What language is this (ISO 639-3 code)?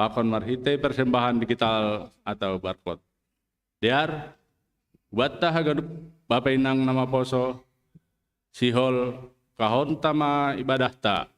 bts